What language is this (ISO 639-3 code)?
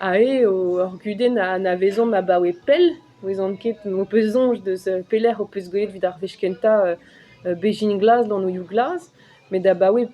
bre